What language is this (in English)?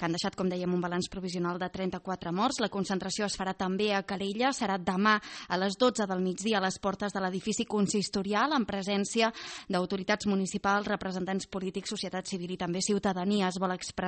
Catalan